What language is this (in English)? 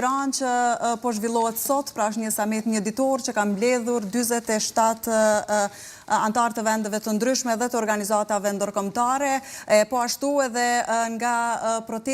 Albanian